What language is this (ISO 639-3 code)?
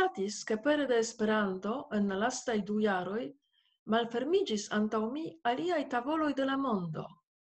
epo